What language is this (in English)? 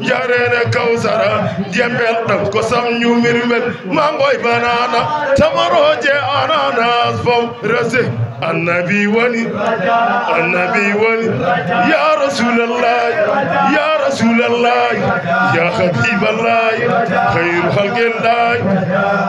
Fula